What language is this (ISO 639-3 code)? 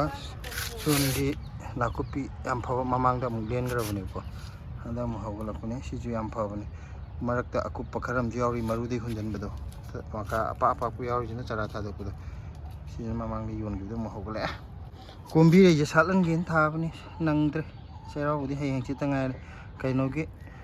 mni